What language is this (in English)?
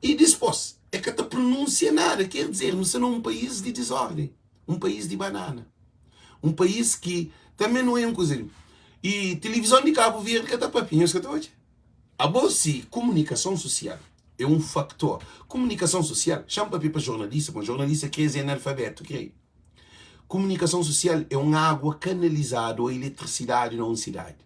Kabuverdianu